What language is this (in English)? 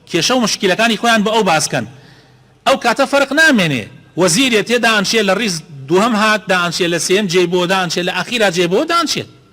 Central Kurdish